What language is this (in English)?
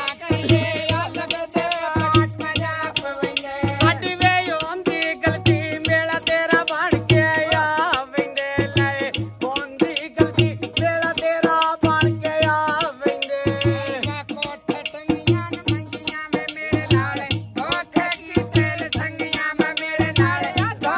Punjabi